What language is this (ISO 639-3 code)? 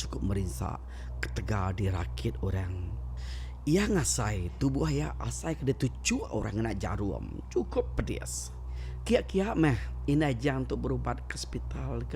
iba